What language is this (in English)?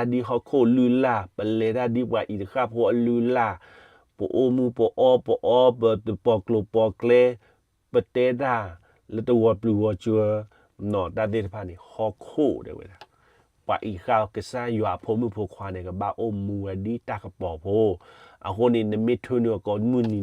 S'gaw Karen